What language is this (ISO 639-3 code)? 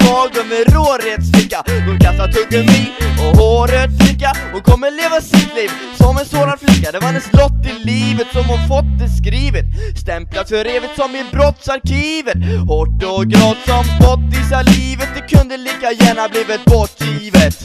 swe